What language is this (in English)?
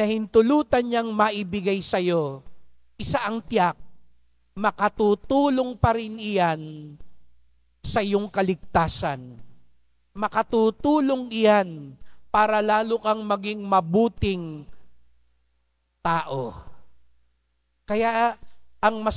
Filipino